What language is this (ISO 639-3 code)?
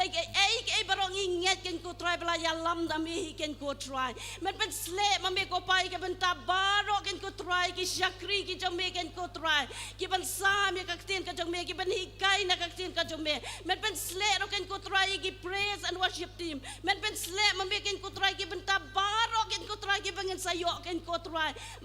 kha